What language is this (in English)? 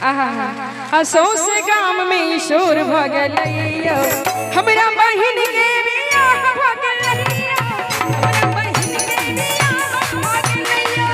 Maithili